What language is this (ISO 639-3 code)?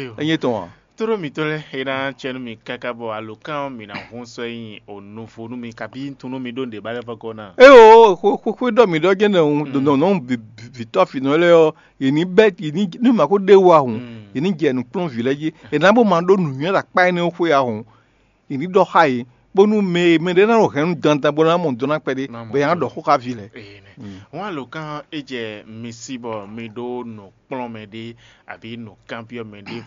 fon